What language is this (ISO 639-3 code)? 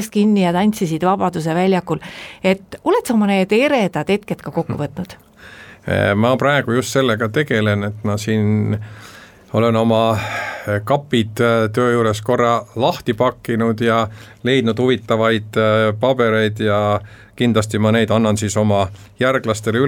est